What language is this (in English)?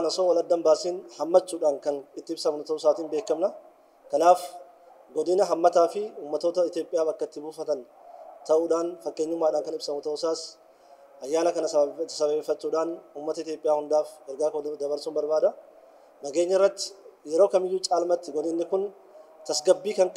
Oromo